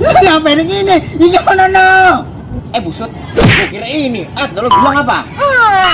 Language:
Betawi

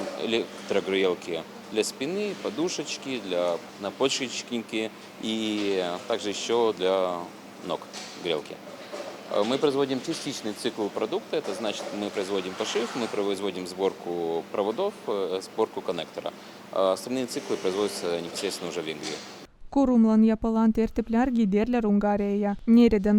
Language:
Gagauz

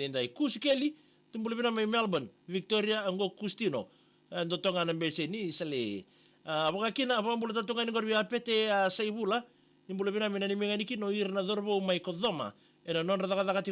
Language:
Fijian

